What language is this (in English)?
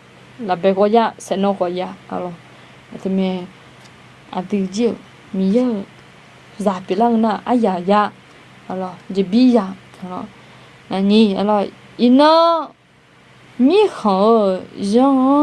Akha